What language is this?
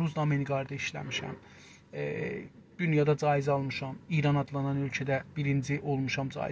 South Azerbaijani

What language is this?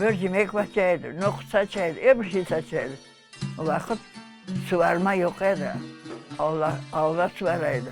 Crimean Tatar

